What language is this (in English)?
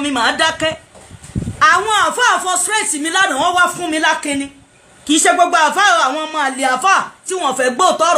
Yoruba